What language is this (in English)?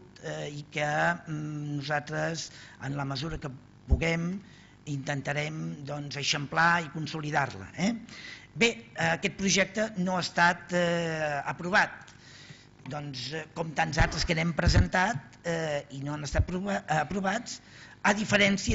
Catalan